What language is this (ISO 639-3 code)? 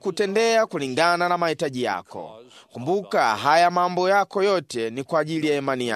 swa